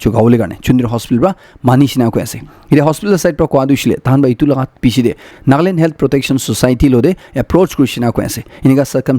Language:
Naga Pidgin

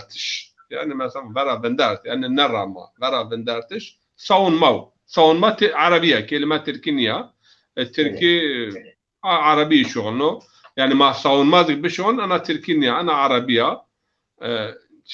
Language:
Zaza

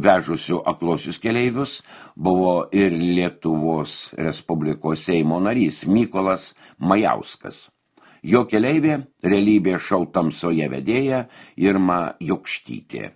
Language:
Lithuanian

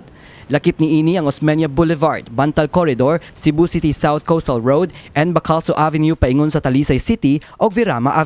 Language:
Cebuano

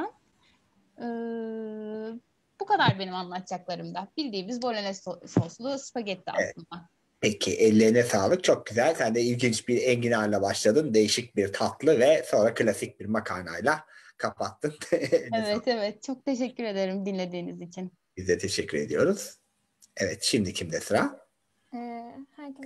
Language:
Turkish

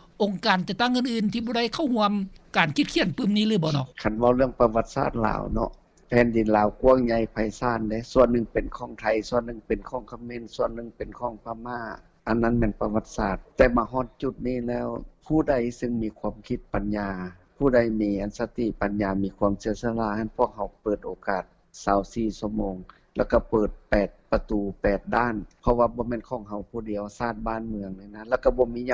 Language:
Lao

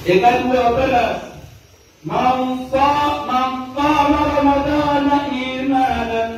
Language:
Maranao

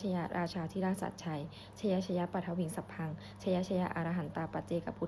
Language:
Pali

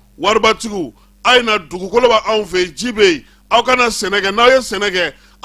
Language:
Bambara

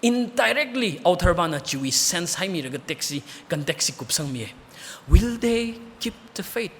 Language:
Tangkhul Naga (India)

